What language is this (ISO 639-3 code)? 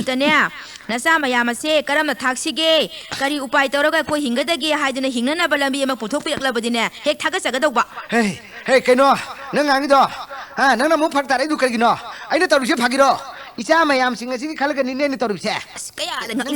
mni